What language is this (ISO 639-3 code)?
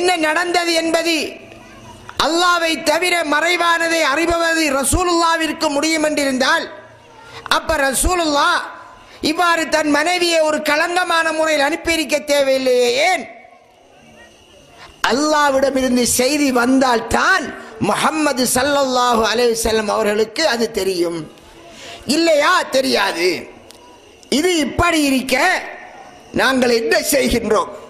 tam